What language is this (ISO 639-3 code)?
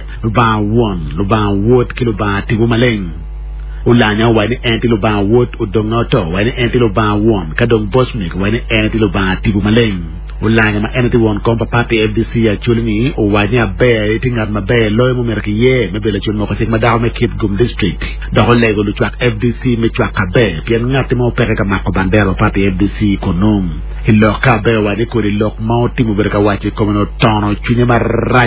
ach